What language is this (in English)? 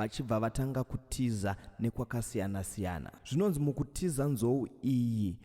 Shona